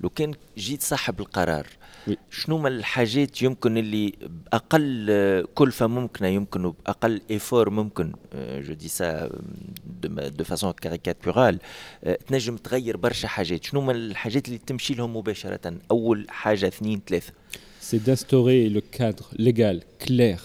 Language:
Tunisian Arabic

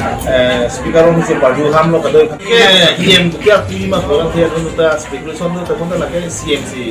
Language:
Karbi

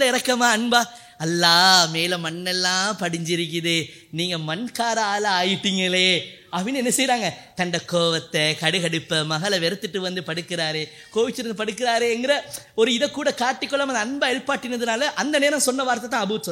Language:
Tamil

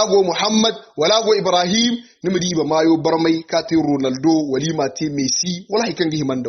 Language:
Hausa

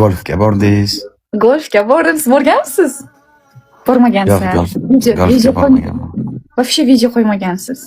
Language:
Uzbek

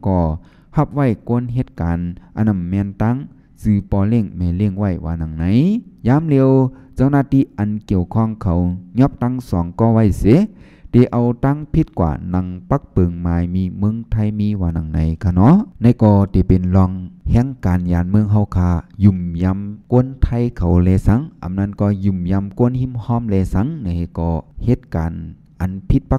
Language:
Shan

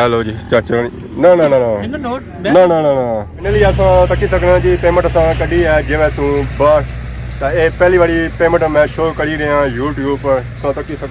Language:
Pahari-Potwari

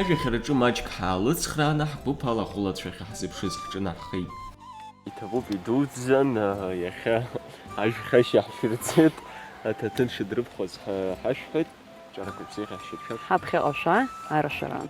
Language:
Abkhazian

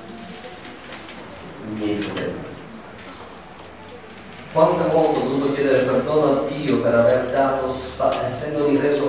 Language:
Italian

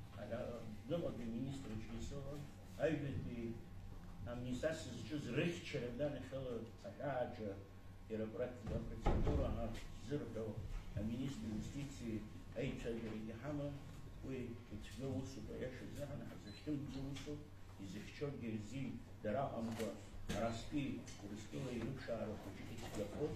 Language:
Abkhazian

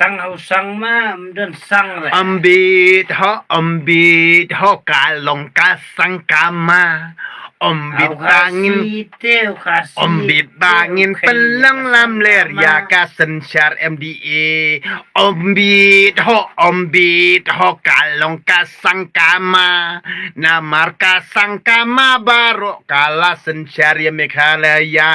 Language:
Khasi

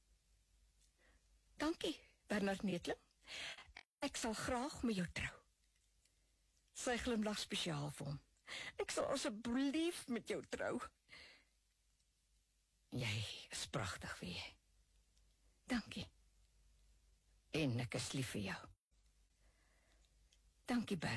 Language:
Afrikaans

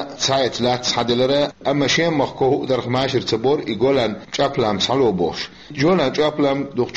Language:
Chechen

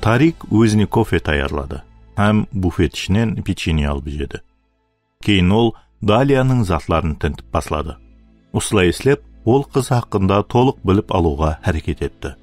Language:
Kara-Kalpak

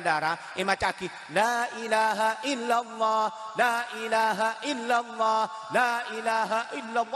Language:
Madurese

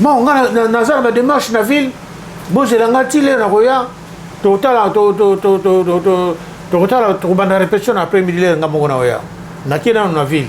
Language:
Lingala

